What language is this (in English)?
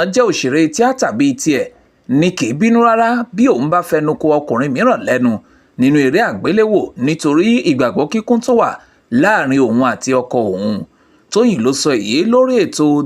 Yoruba